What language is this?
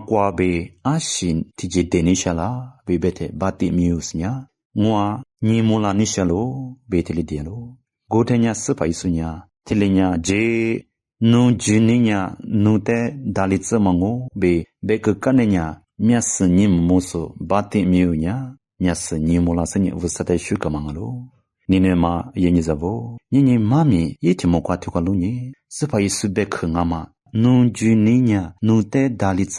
Lisu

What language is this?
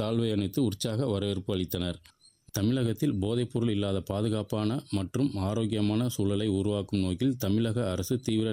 Tamil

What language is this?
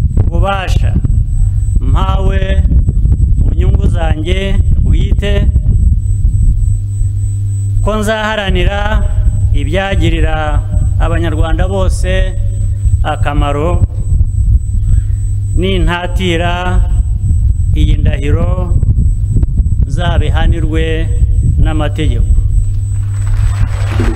Kinyarwanda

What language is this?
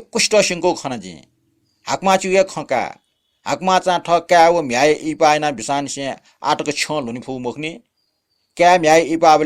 Newari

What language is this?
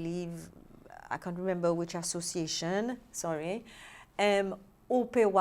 Seselwa Creole French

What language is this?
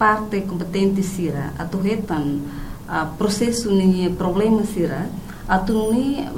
Tetum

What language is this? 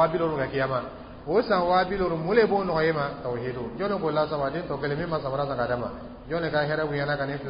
Dyula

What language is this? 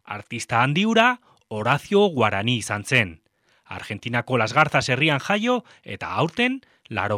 Basque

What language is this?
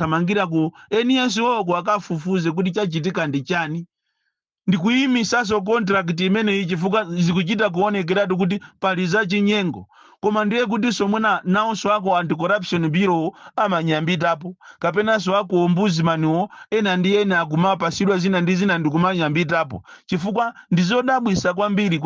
Nyanja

